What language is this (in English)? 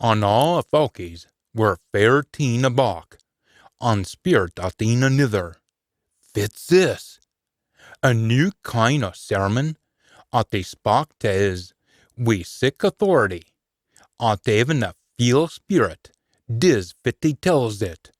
Scots